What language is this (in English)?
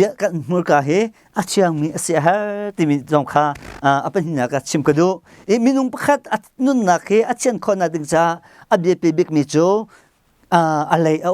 Hakha Chin